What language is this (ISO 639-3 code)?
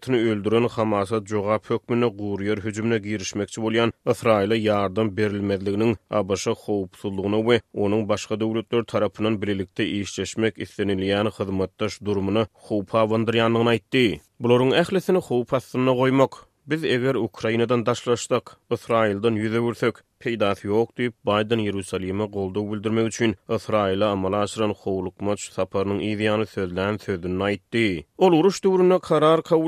tuk